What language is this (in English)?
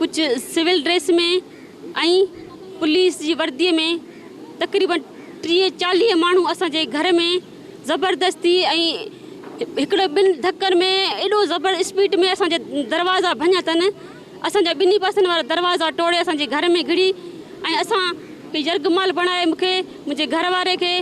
Sindhi